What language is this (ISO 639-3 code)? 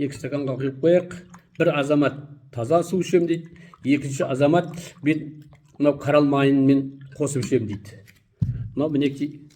kaz